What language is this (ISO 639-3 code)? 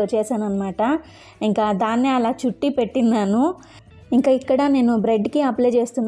tel